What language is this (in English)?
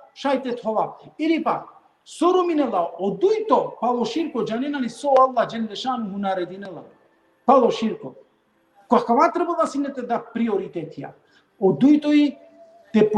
Balkan Romani